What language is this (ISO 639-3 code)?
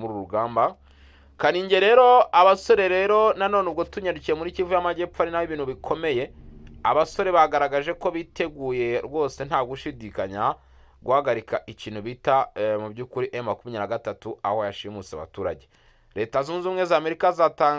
kin